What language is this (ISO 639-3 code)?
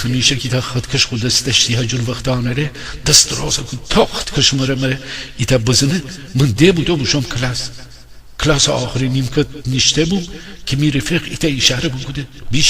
glk